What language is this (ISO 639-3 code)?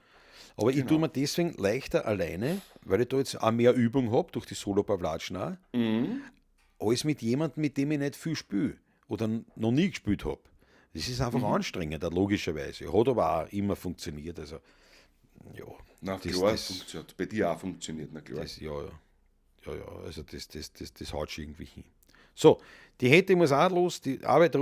bar